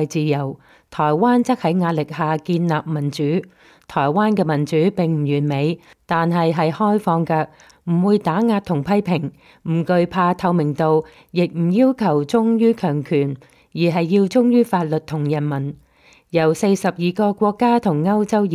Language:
Cantonese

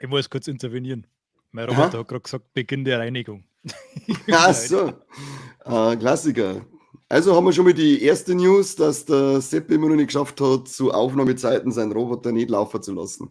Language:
Bavarian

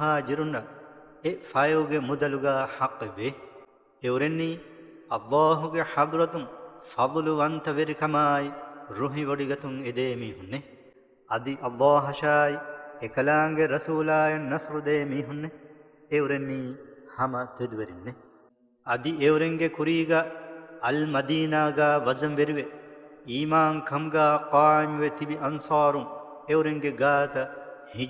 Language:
Divehi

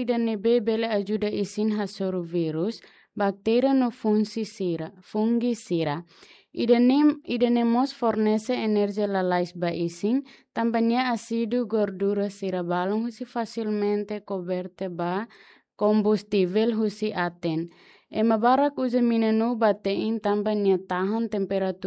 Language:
Tetum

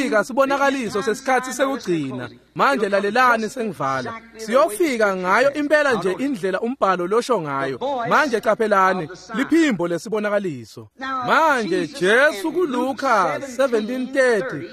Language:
Swati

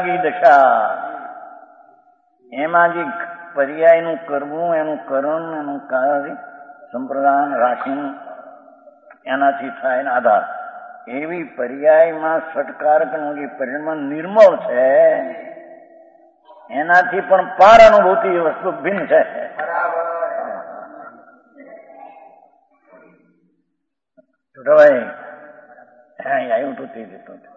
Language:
Gujarati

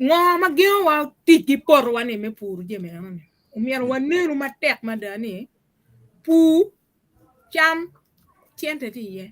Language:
Acoli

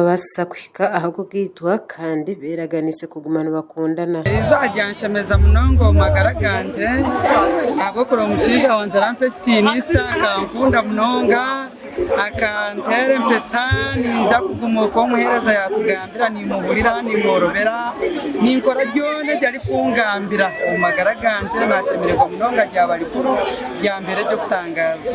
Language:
Nyankole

